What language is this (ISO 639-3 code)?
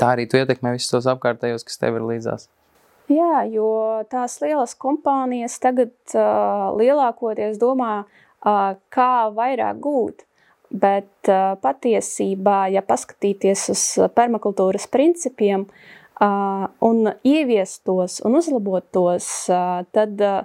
lav